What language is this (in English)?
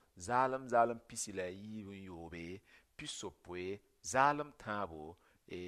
Mossi